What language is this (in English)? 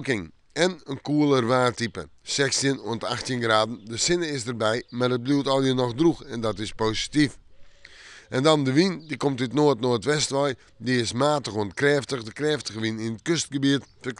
Western Frisian